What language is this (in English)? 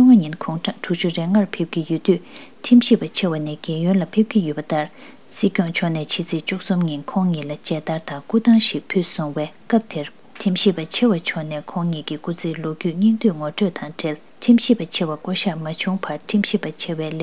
Tibetan